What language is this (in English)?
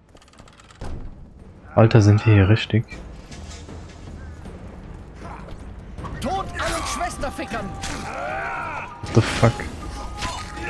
German